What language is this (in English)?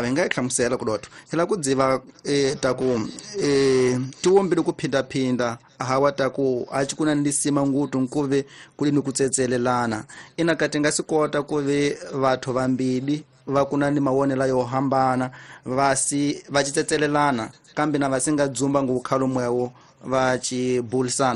Tsonga